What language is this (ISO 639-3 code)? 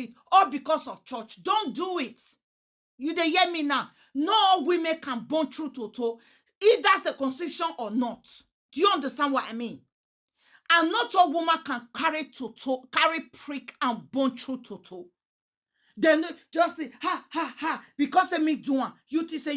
pcm